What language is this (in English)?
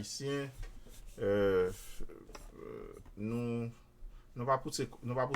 Haitian Creole